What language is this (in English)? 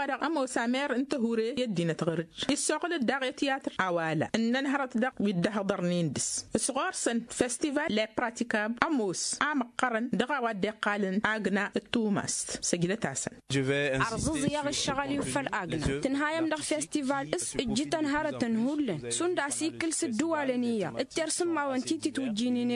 Tamasheq